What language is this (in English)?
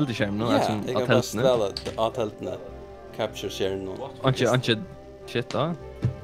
Faroese